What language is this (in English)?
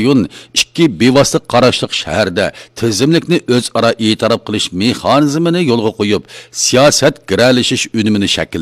Uyghur